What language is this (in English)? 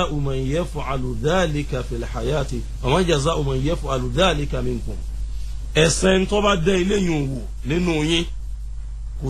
Yoruba